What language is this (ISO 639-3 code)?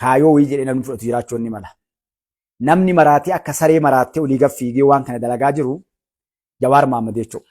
orm